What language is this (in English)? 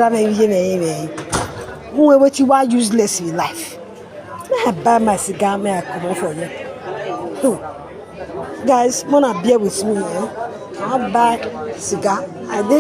Nigerian Pidgin